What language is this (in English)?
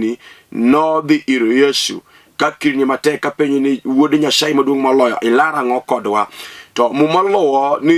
Luo (Kenya and Tanzania)